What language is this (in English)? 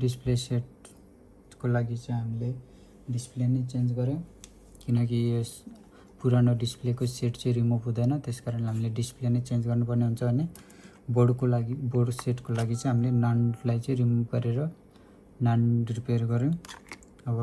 Nepali